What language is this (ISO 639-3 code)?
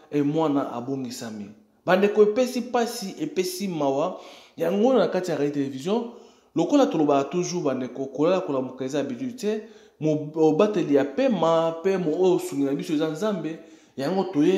lin